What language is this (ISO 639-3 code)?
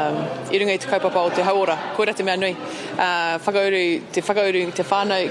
mri